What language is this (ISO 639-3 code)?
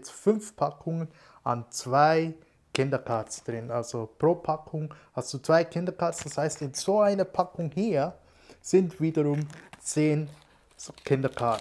gsw